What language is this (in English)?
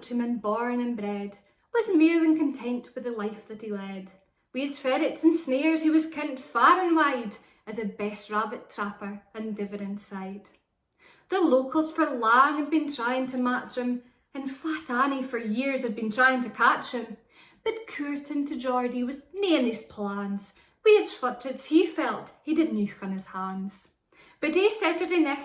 Scots